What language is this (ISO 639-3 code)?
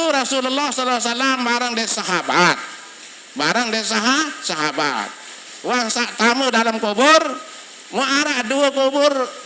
sas